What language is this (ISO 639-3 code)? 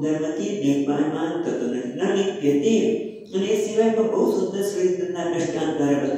guj